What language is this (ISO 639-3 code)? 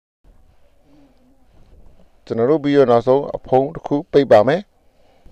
mya